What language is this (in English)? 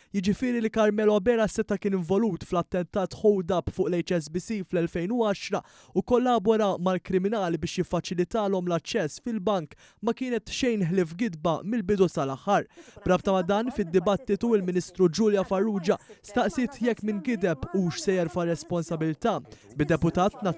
Maltese